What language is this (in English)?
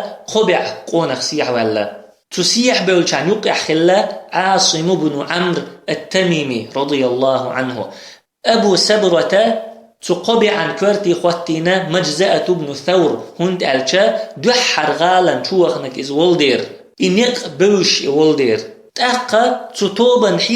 Chechen